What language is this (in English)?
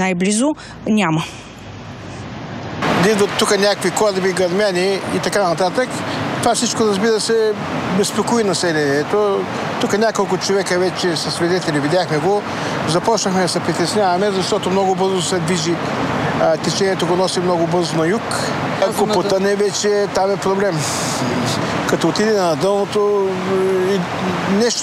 Bulgarian